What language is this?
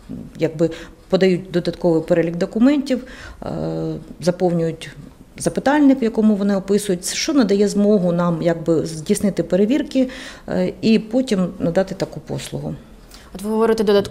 Ukrainian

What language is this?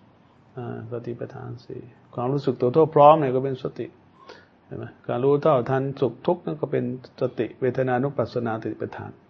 Thai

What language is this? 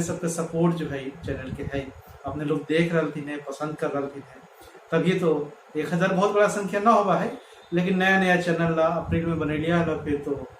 Magahi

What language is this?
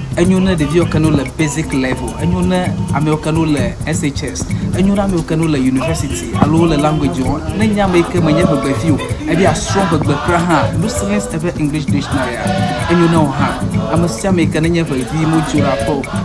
Ewe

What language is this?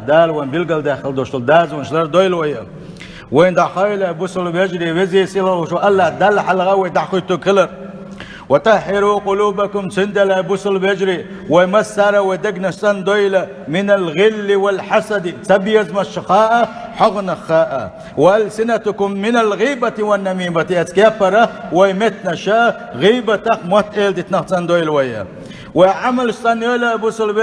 Chechen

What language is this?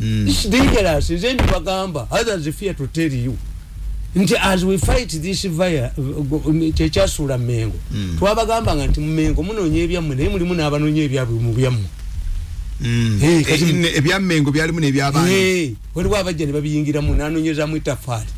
Ganda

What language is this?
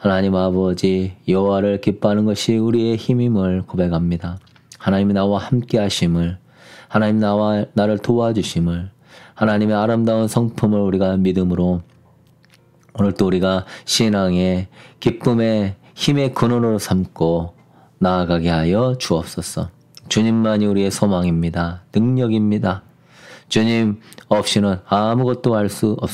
Korean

